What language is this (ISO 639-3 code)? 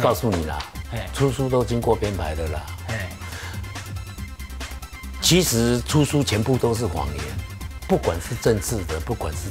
zho